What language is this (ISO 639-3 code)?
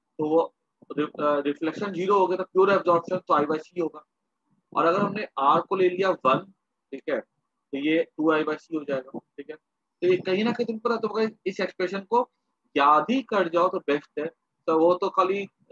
hin